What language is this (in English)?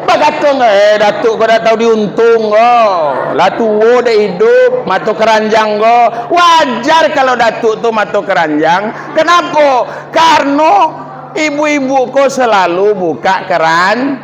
Minangkabau